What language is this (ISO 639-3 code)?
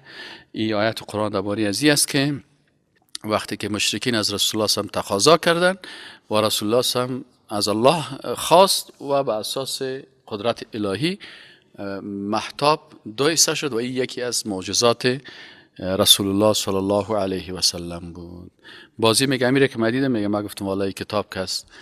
fas